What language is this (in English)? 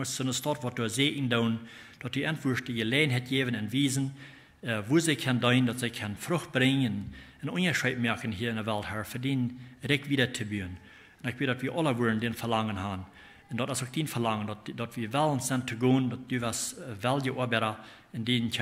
Plautdietsch